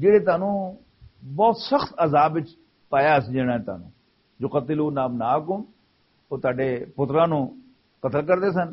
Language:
Western Panjabi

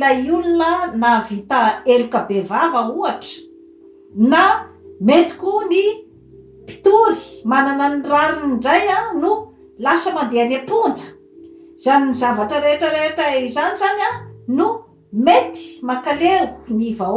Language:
Malagasy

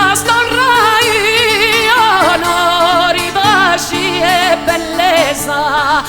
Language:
Sardinian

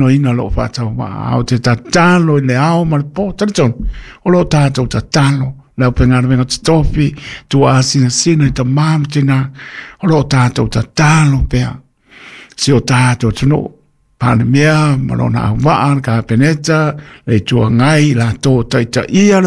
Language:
Samoan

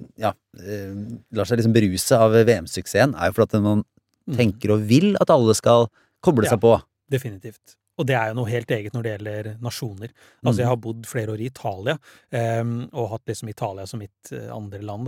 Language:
Norwegian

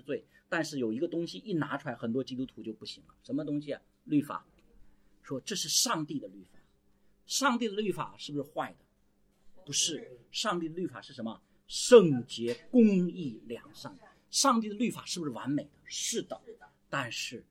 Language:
Chinese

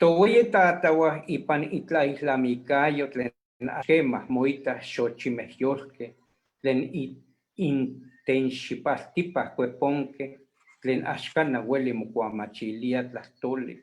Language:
Eastern Huasteca Nahuatl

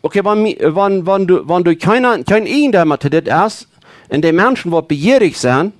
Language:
Plautdietsch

